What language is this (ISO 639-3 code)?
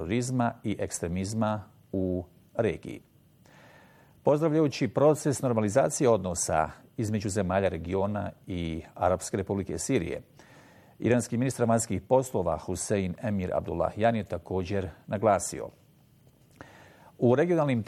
bos